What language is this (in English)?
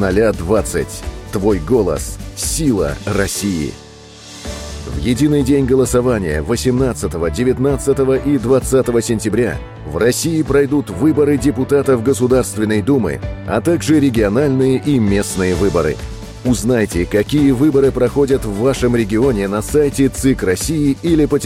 Russian